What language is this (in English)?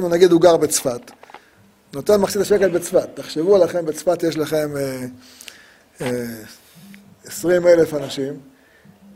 Hebrew